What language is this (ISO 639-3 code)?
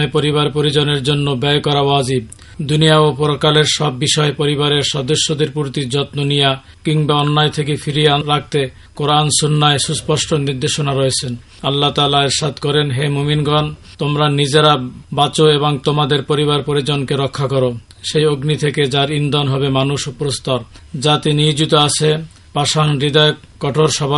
ben